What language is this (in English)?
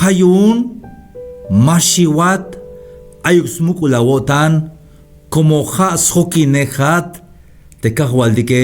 Tzeltal